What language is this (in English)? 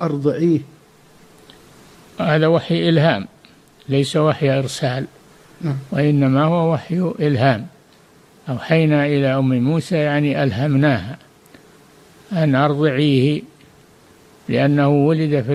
Arabic